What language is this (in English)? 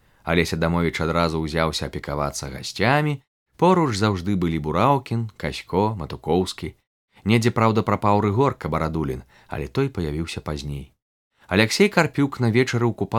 Belarusian